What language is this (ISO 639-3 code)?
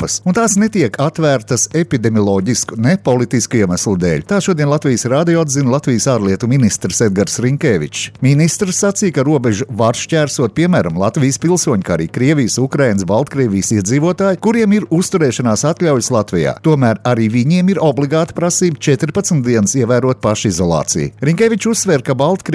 lav